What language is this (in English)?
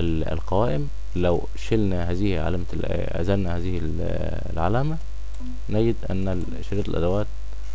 Egyptian Arabic